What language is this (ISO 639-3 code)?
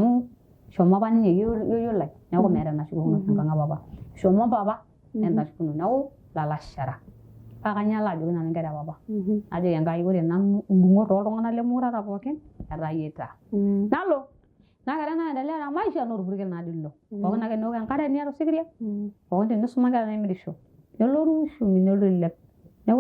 mas